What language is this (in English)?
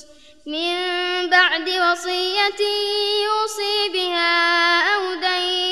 Arabic